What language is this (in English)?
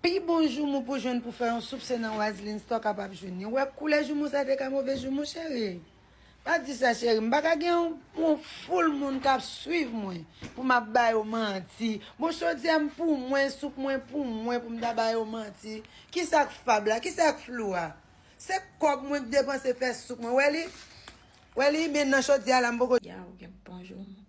Haitian Creole